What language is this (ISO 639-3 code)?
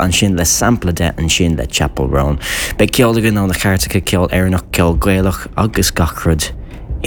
gle